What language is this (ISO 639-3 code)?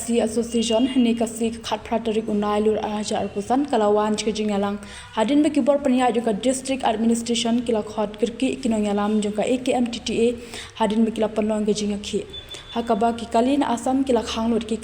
kha